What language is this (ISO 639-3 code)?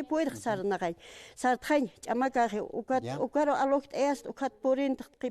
aym